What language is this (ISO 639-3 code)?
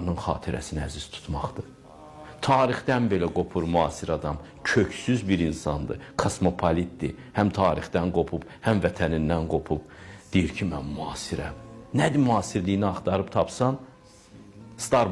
aze